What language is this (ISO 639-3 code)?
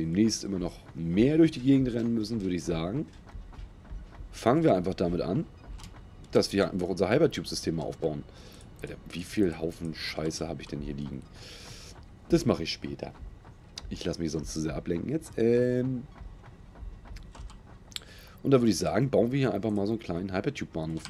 deu